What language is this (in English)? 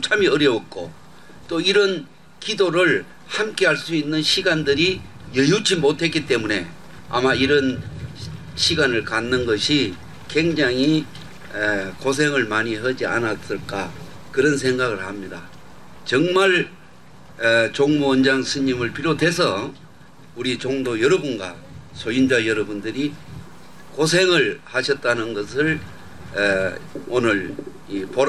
Korean